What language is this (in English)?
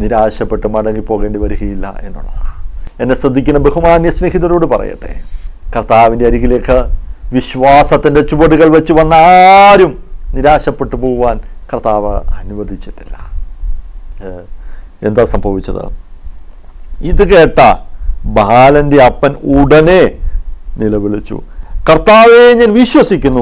Malayalam